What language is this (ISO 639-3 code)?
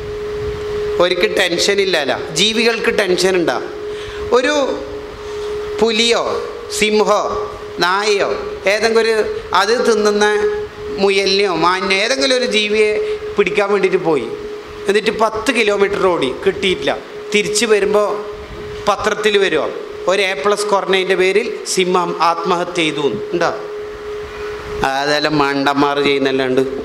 mal